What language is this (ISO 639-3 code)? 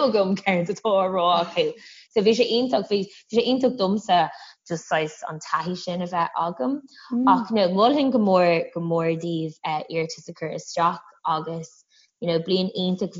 gle